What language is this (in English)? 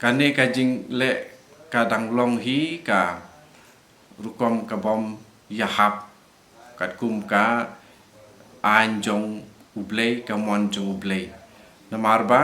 Khasi